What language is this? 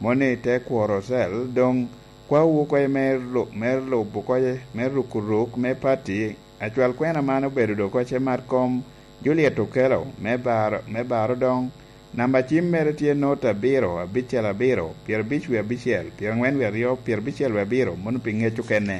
Lango (Uganda)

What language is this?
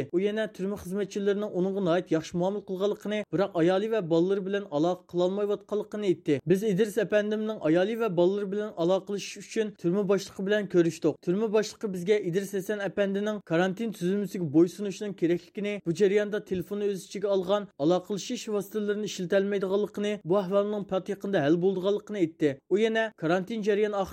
Uyghur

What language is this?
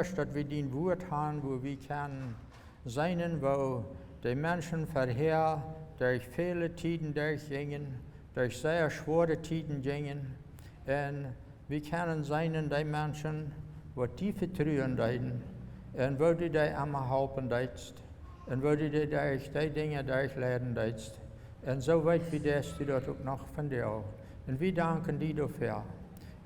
Plautdietsch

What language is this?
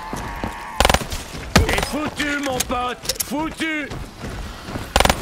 French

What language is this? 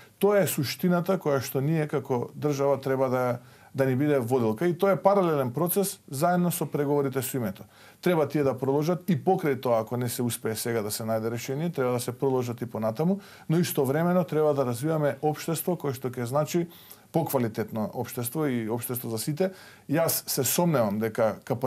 Macedonian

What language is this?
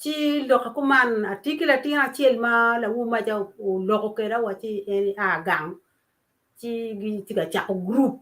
Acoli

